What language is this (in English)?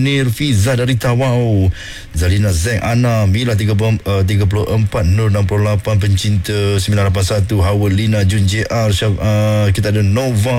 Malay